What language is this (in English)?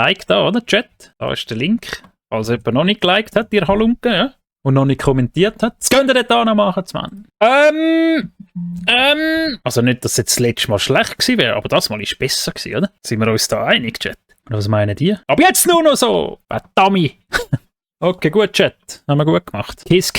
Swiss German